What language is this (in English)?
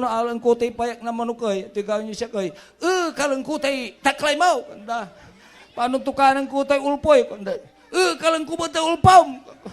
Pangasinan